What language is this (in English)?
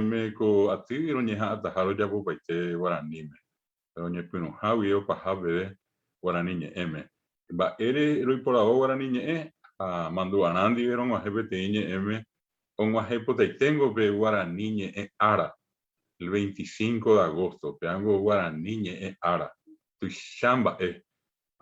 Guarani